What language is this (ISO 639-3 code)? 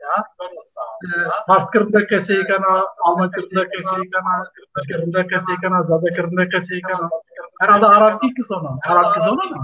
zza